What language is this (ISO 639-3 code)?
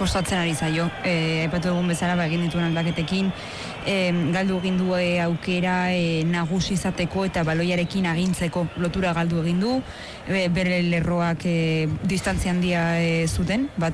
eus